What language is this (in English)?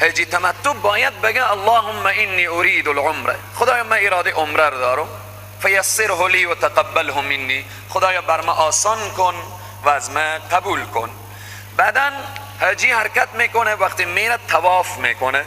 Persian